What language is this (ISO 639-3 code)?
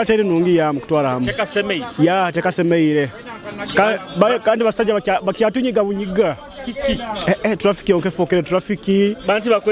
nyo